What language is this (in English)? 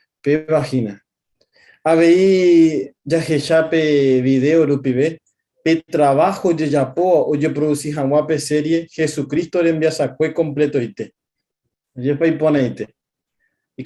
Guarani